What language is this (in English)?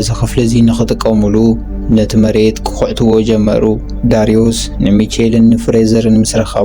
Tigrinya